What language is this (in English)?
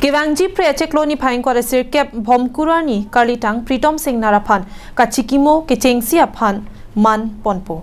Karbi